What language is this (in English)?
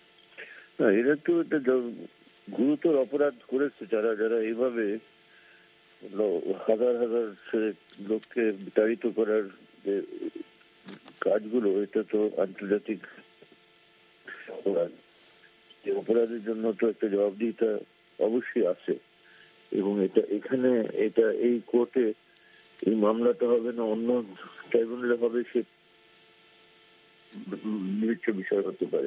Bangla